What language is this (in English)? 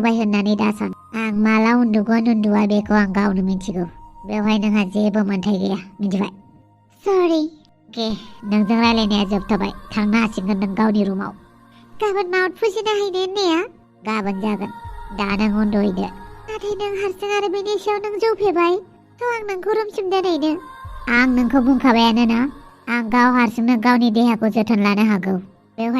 Bodo